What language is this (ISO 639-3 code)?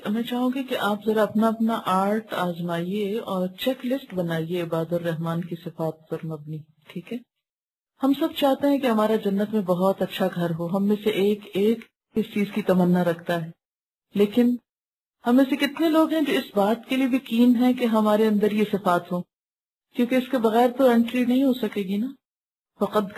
urd